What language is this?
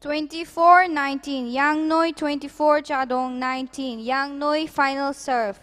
Tangkhul Naga (India)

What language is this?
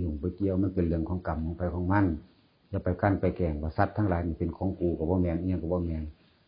Northeastern Thai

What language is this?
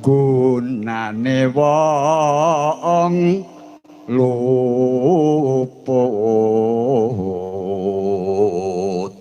Javanese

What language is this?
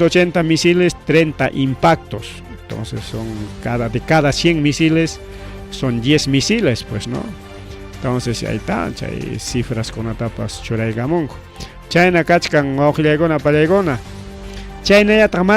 Ayacucho Quechua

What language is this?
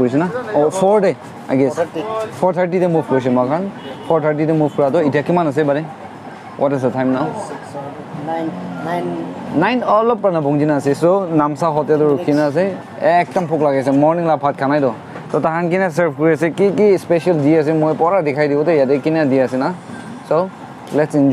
Naga Pidgin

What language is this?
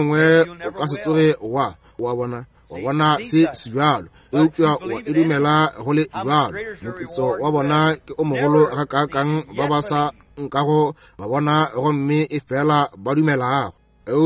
Northern Sotho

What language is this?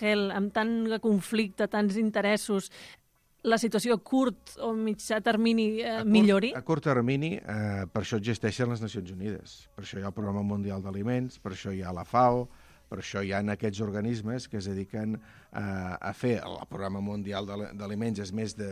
Catalan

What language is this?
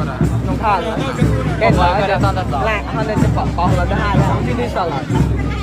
Mon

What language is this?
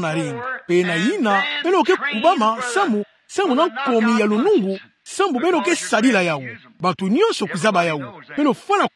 Kituba (Democratic Republic of Congo)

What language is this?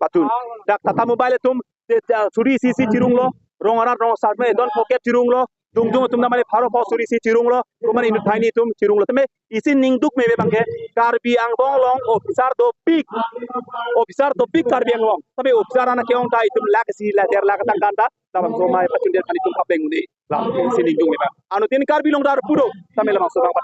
Karbi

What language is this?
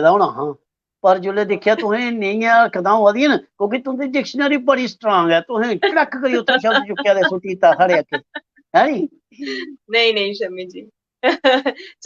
Dogri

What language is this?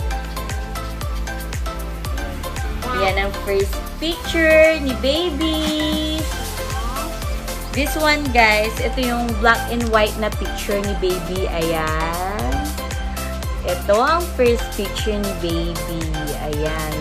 Filipino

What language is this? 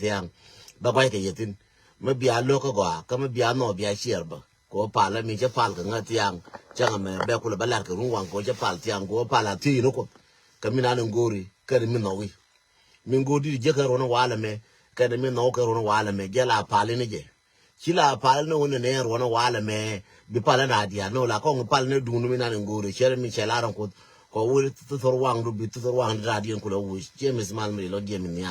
Nuer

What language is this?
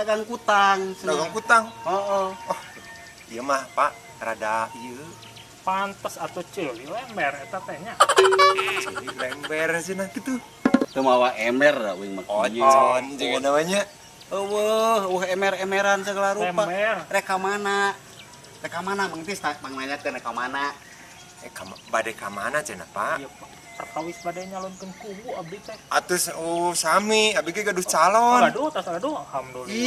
Sundanese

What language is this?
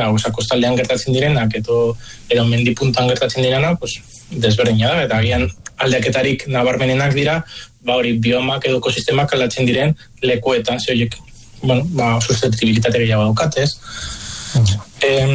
Basque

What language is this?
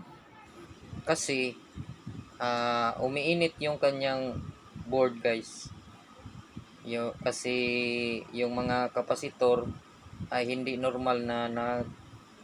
Filipino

